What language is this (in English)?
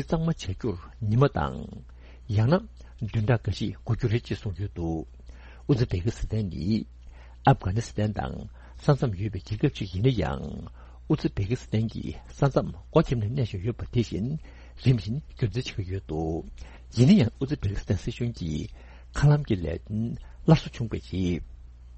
Tibetan